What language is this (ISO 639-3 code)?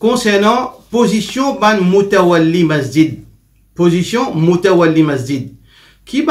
mfe